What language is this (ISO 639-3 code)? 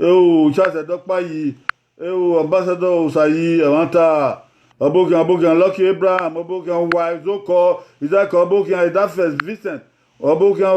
bin